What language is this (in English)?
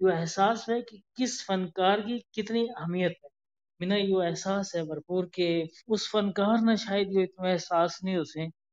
Gujari